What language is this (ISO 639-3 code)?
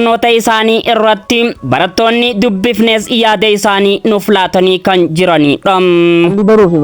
orm